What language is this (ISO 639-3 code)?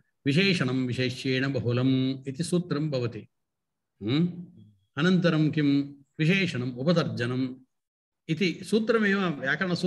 san